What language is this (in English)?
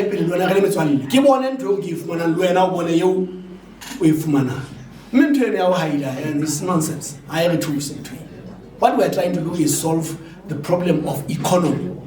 Southern Sotho